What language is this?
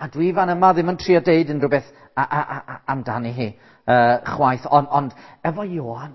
Welsh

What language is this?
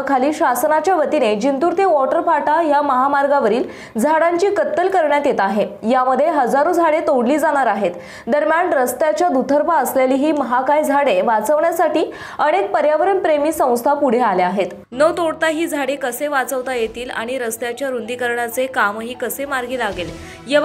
Marathi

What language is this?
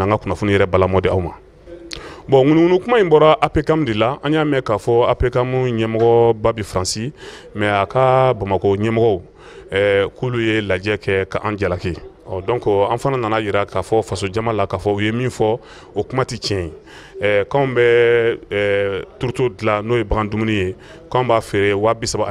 Bambara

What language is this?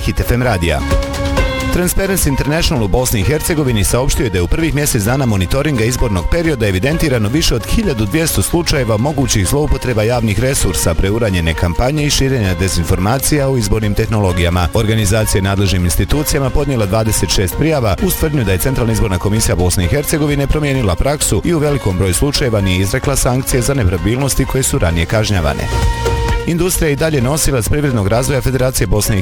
Bosnian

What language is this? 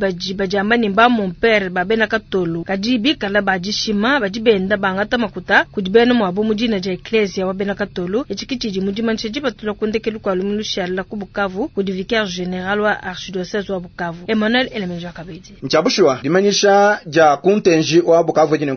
Luba-Lulua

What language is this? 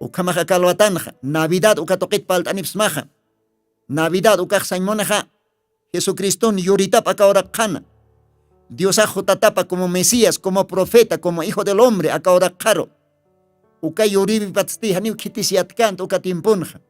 Aymara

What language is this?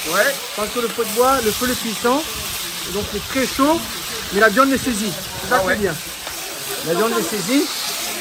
Réunion Creole French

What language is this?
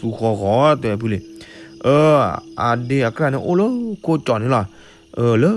S'gaw Karen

